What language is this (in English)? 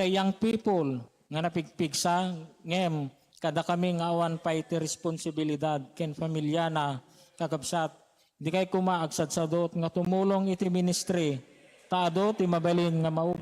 Iloko